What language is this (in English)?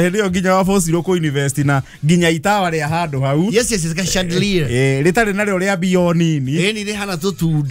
Kikuyu